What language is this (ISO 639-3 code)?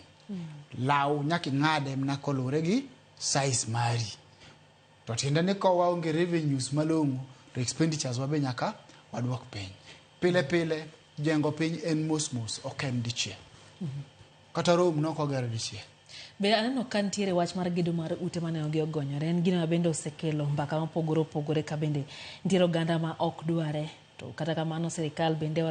luo